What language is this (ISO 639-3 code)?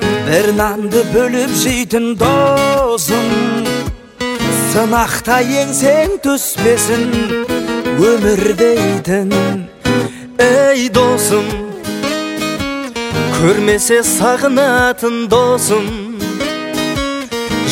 kaz